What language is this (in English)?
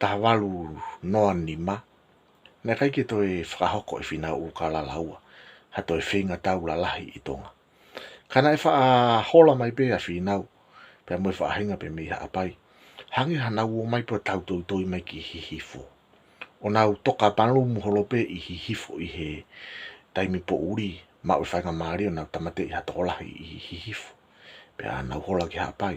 Tongan